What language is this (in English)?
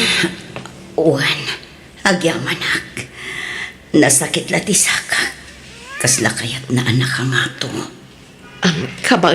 Iloko